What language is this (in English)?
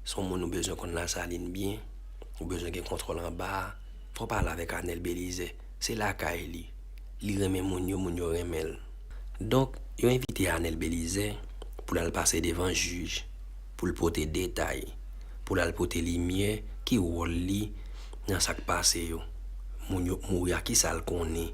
Haitian Creole